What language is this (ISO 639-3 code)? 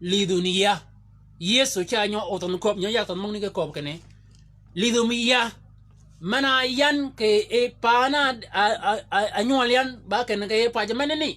shk